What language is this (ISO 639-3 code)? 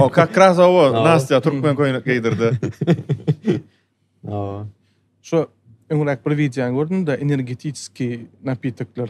tuk